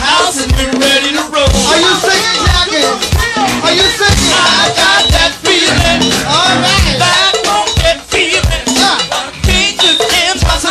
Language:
English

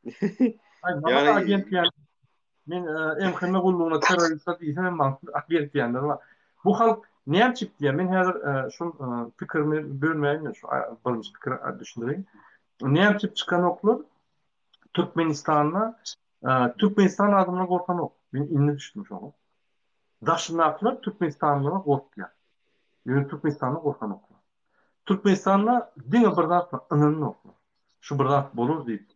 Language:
Turkmen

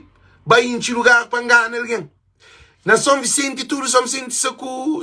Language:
Kabuverdianu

